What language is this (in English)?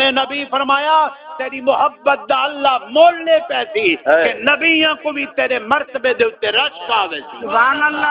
Saraiki